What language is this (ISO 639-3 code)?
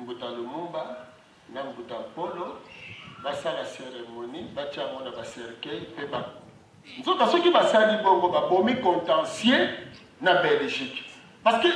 lin